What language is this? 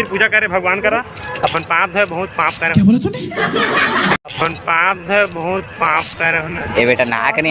Chhattisgarhi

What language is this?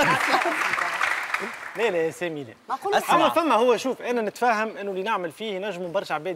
Tunisian Arabic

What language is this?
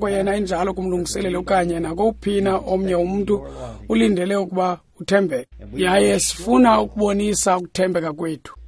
Xhosa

